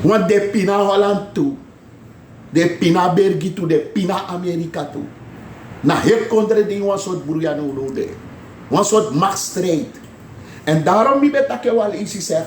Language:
Sranan Tongo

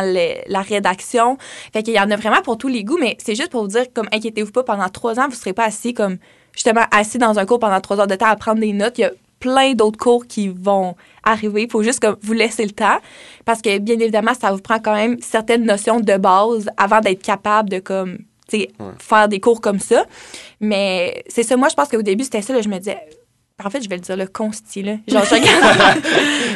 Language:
French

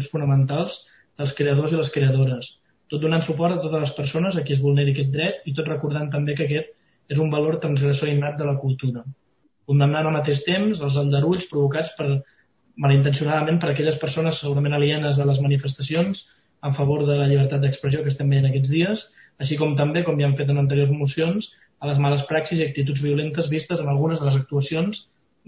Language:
Catalan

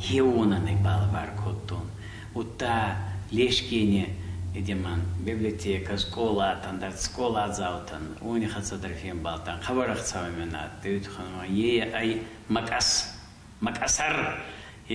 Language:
Ossetic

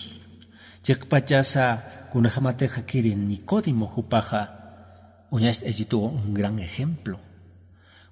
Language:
Aymara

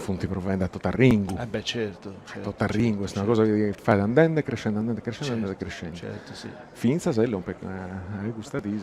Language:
Sardinian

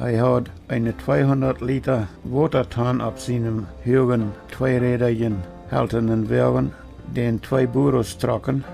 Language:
Plautdietsch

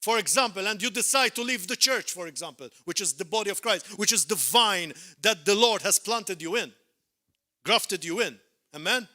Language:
English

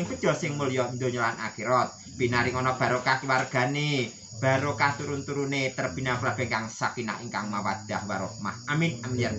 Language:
Javanese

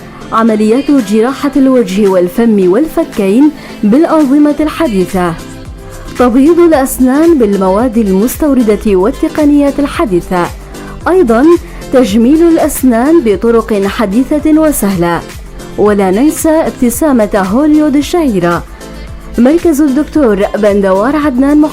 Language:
North Levantine Arabic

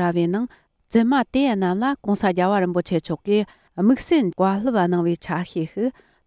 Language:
Tibetan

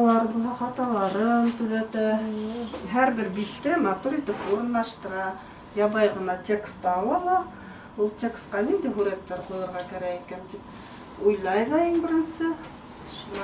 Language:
Bashkir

